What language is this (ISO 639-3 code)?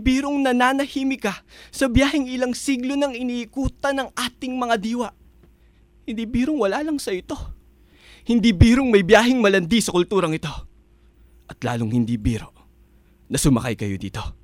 fil